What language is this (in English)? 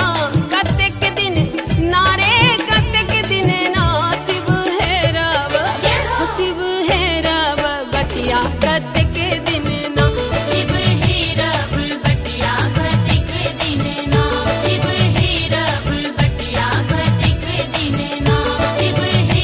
Maithili